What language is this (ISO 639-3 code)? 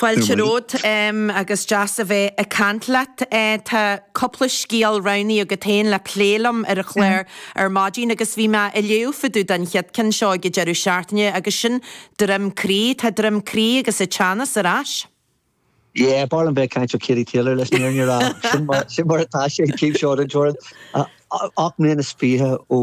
gle